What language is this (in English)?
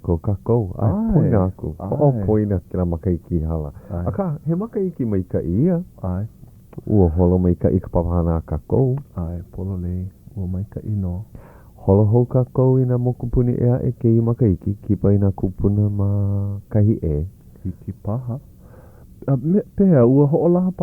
Hawaiian